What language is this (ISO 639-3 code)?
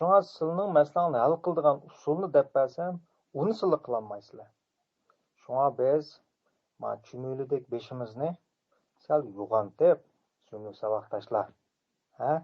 uig